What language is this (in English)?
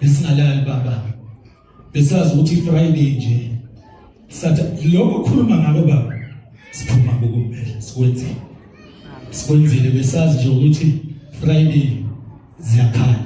Zulu